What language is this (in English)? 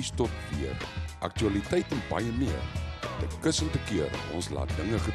Afrikaans